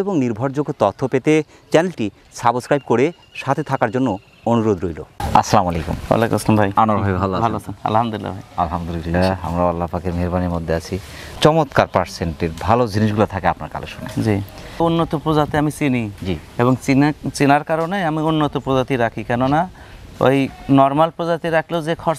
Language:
Bangla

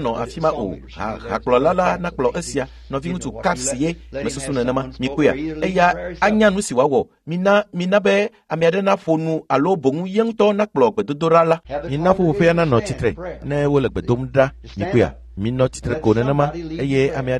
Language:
Ewe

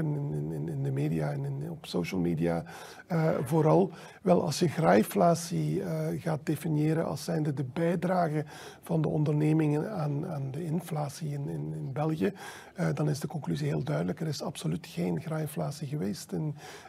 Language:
Dutch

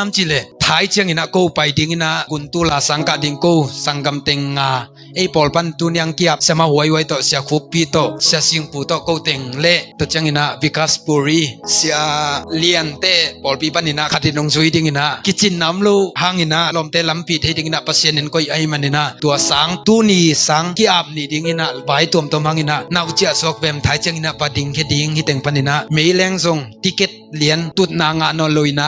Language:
Tedim Chin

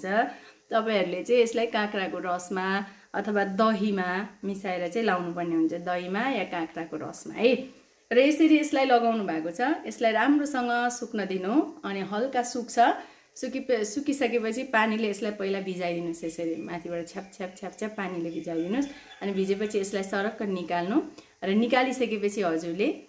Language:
Nepali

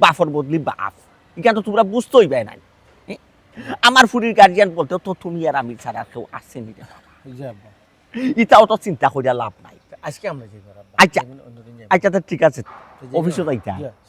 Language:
Sylheti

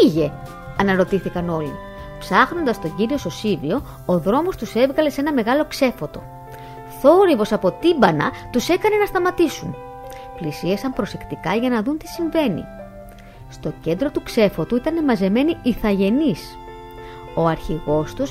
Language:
Greek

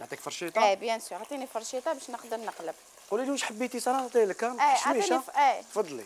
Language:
Algerian Arabic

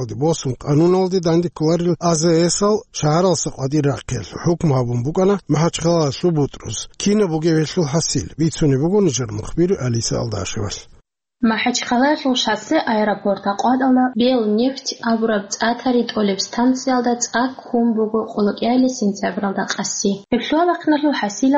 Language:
Avaric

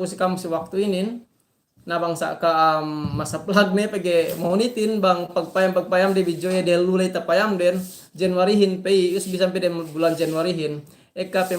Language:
Yakan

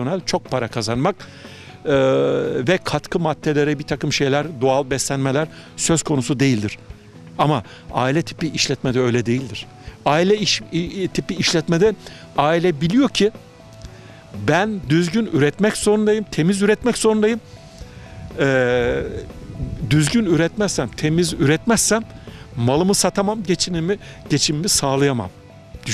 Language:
Turkish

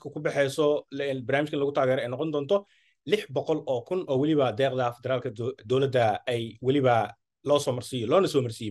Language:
Somali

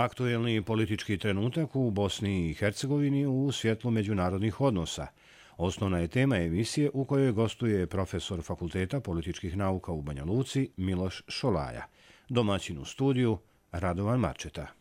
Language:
Bosnian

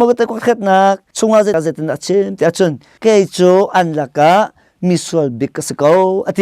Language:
Hakha Chin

